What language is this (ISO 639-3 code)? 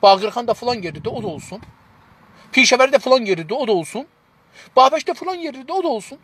azb